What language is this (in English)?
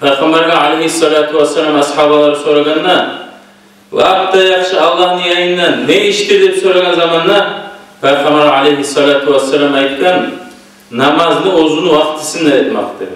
Kumyk